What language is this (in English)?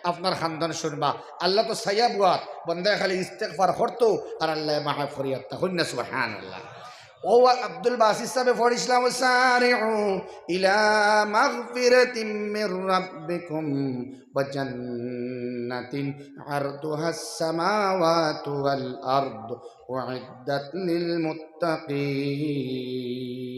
Sylheti